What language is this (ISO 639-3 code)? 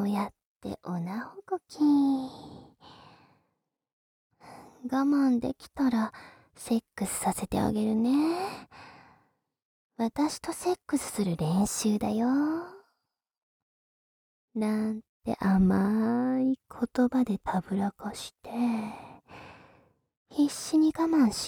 jpn